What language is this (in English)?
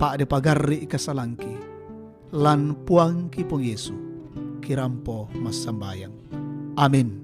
Toraja-Sa'dan